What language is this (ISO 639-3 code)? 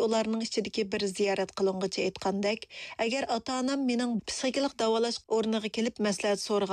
uig